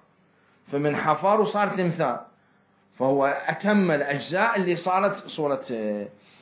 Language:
Mesopotamian Arabic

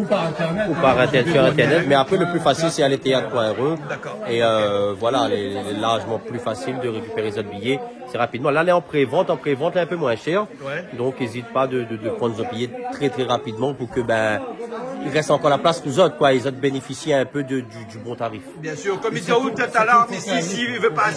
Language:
Réunion Creole French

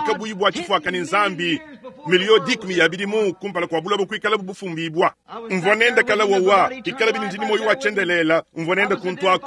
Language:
Luba-Lulua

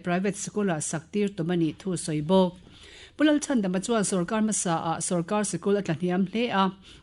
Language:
Mizo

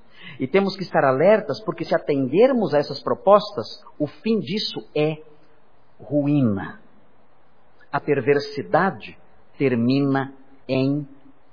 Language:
Portuguese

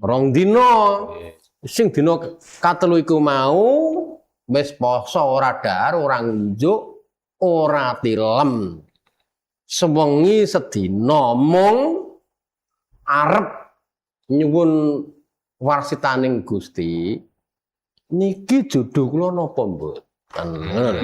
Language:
Javanese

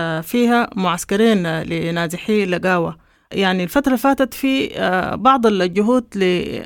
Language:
Sudanese Arabic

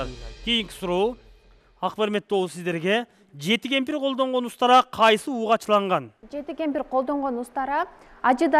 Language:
Kyrgyz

